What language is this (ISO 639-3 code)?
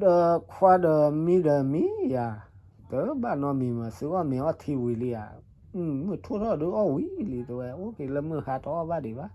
ksw